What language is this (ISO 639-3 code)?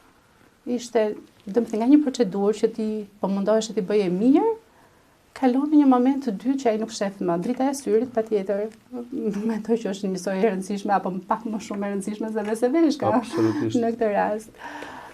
sqi